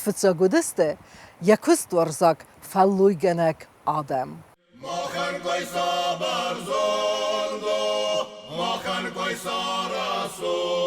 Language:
Ossetic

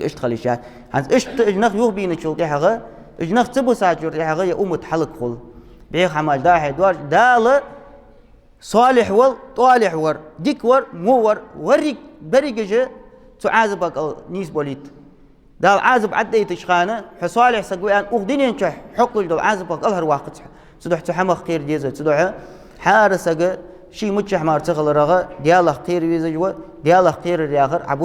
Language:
Ingush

